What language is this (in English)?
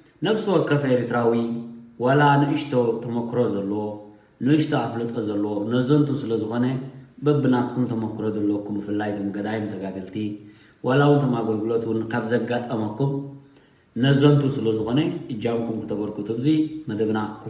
Tigrinya